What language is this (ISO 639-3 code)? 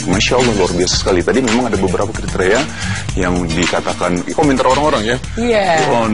ind